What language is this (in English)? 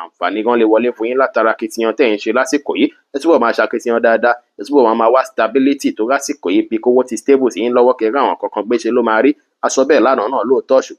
Yoruba